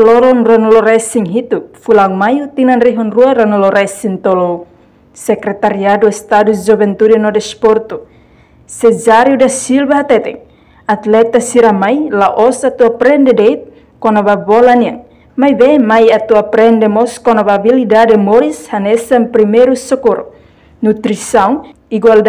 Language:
Tetum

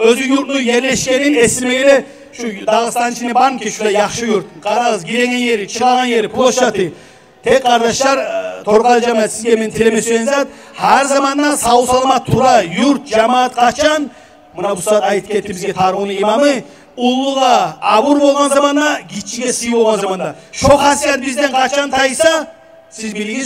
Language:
Kumyk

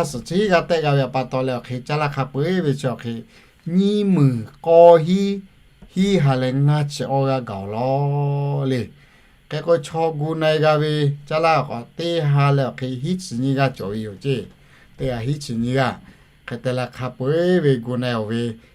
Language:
Lahu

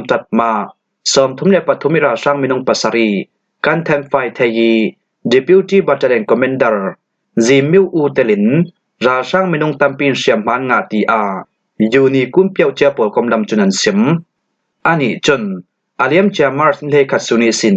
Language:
Falam Chin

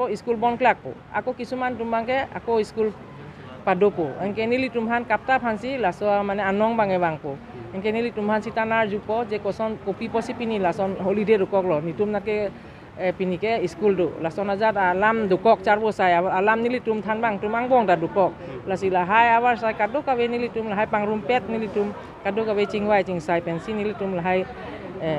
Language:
Karbi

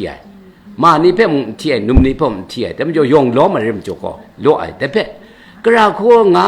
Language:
Kachin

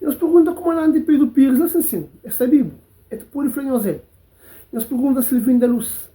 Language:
Kabuverdianu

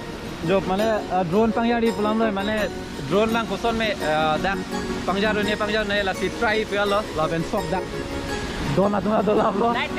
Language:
Karbi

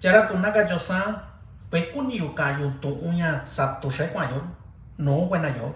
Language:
Mixtepec Mixtec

